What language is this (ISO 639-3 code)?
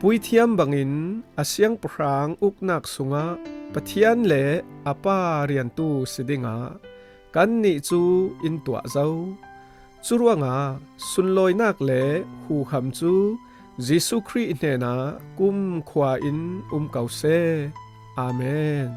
cfm